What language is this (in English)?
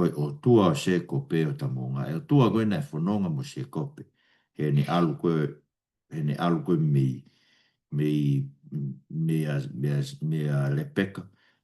Tongan